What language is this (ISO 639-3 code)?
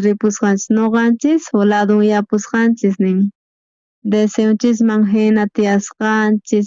quh